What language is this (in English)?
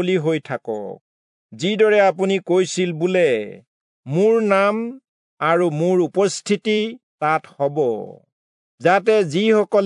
Assamese